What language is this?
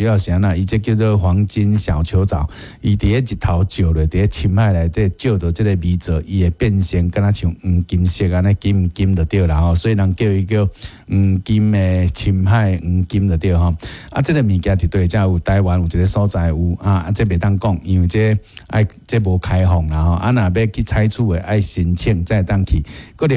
Min Nan Chinese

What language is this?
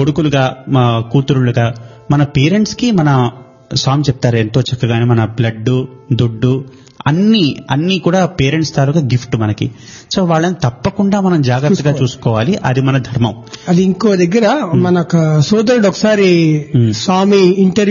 Telugu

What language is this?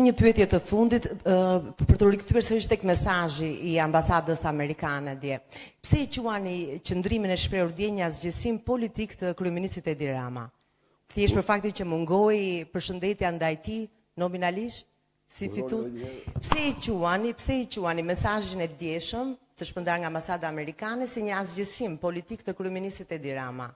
Albanian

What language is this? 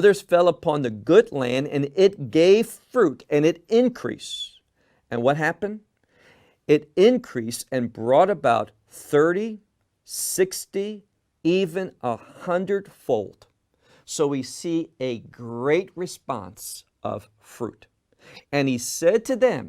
English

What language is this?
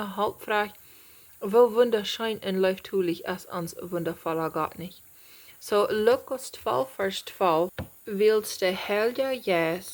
Plautdietsch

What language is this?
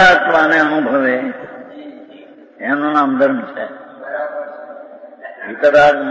Gujarati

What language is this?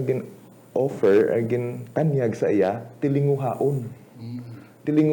Hiligaynon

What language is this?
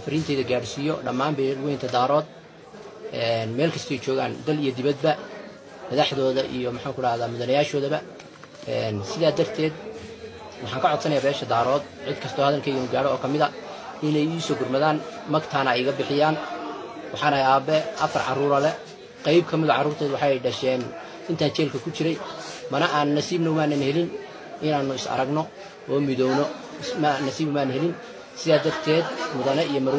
Somali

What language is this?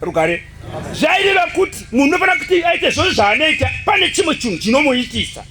Shona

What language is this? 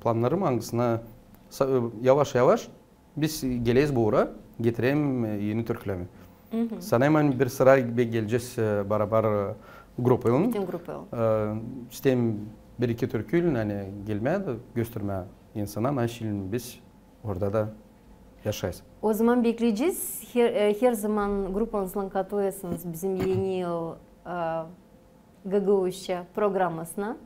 Gagauz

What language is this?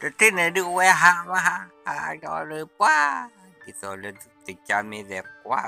S'gaw Karen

